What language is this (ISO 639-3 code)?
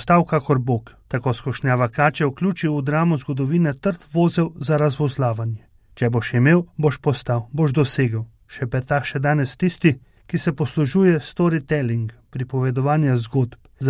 slv